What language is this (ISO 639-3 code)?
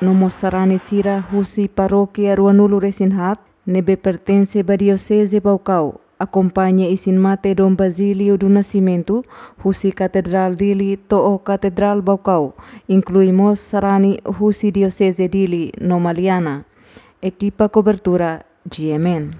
tet